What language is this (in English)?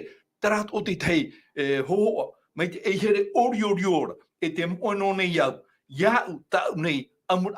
Tahitian